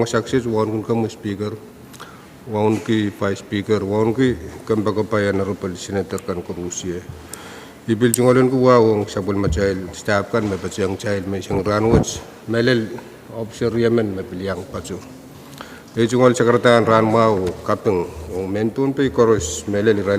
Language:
Pohnpeian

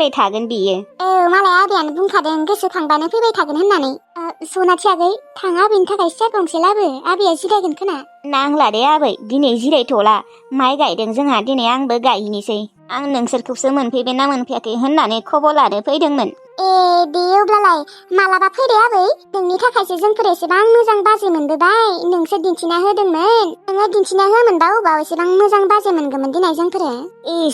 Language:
Bodo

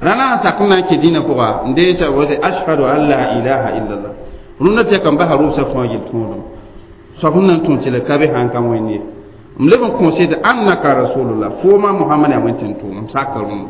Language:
Mossi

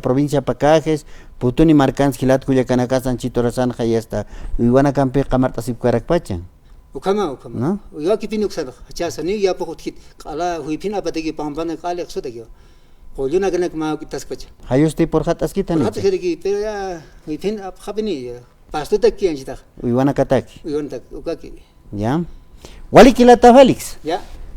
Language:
Aymara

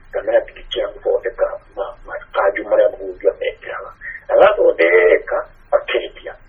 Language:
Kikuyu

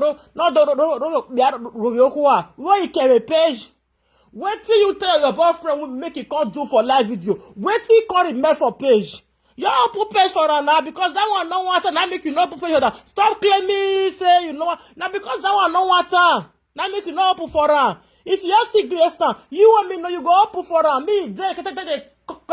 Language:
Nigerian Pidgin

